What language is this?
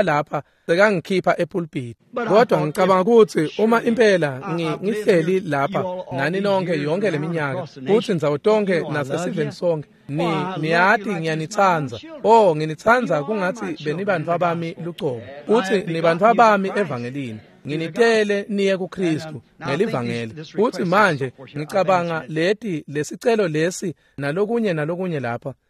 Swati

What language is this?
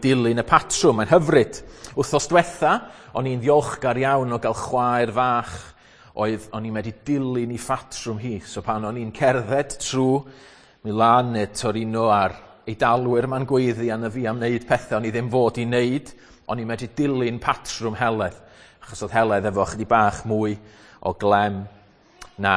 Welsh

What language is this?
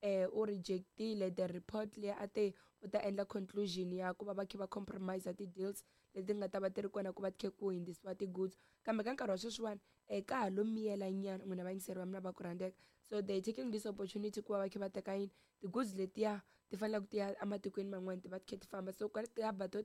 Tsonga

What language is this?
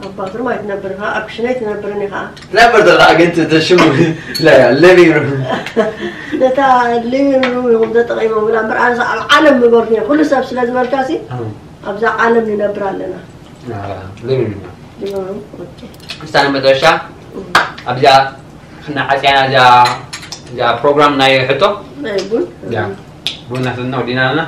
Tigrinya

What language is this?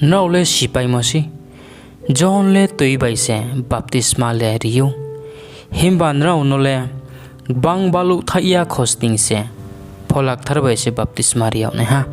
Riang (India)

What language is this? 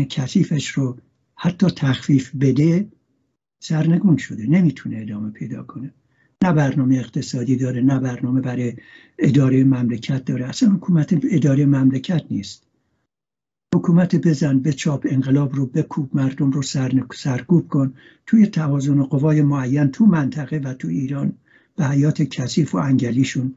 Persian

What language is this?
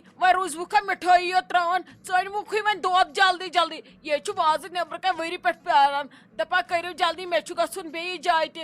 Kashmiri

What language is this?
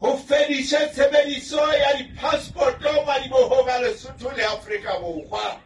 Southern Sotho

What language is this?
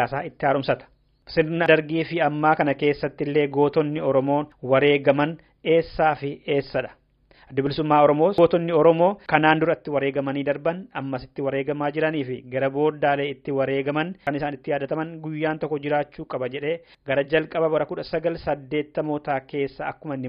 Oromo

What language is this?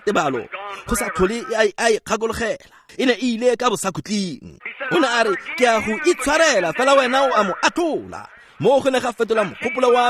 Tswana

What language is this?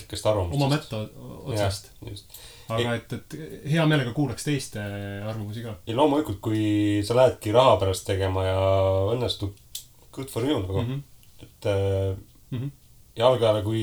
Estonian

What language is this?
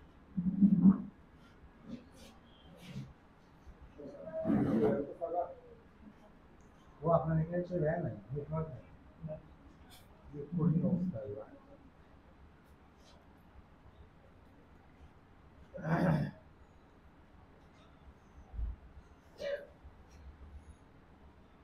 Bangla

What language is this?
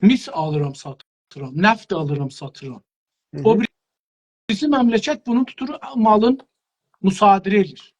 South Azerbaijani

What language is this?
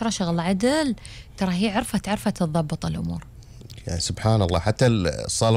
Gulf Arabic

